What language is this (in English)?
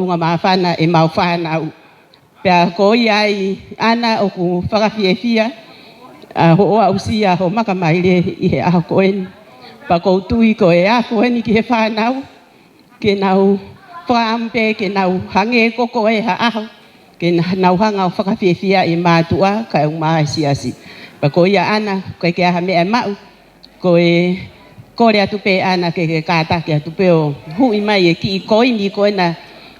Tongan